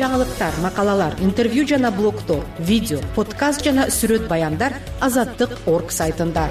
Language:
Kyrgyz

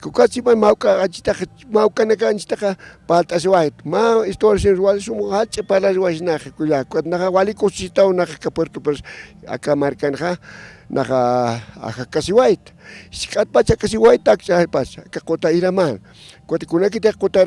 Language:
Aymara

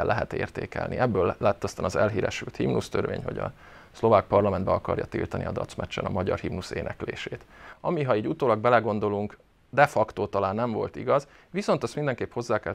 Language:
Hungarian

